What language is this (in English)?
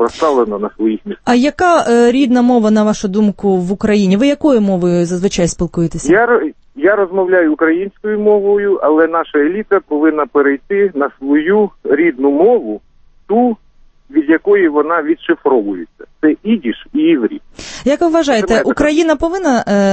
Ukrainian